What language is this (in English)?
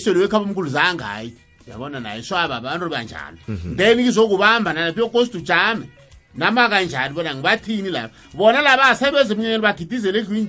South Ndebele